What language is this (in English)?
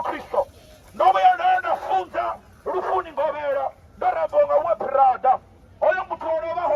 Venda